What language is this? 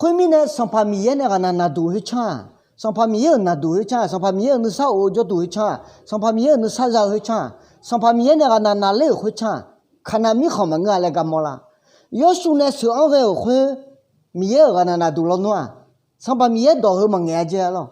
Akha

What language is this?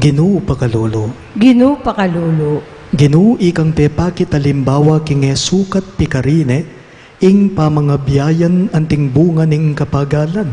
Pampanga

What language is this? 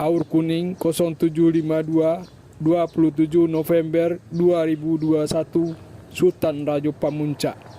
Minangkabau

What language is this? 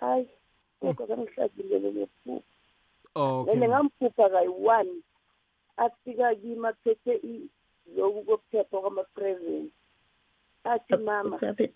South Ndebele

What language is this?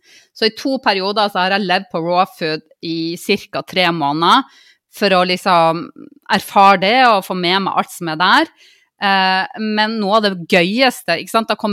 Norwegian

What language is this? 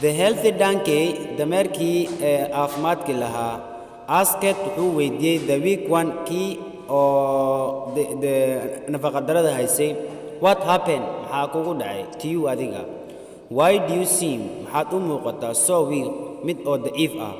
Somali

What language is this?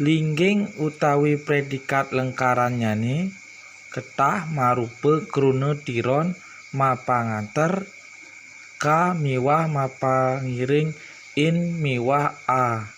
Balinese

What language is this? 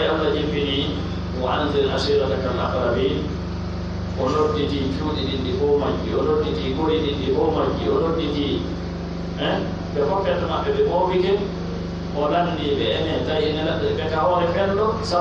Pular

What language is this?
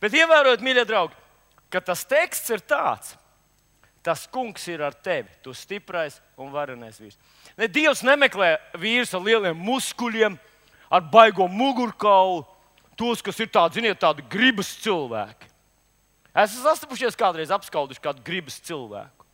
Latvian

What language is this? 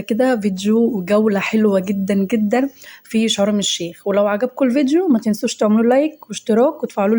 Egyptian Arabic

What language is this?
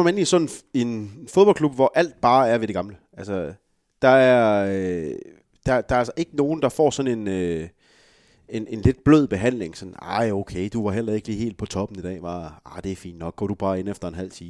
Danish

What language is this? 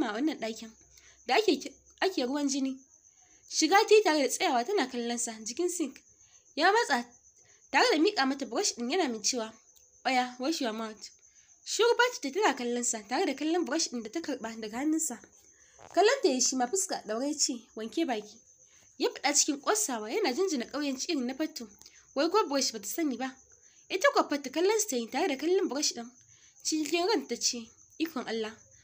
Hausa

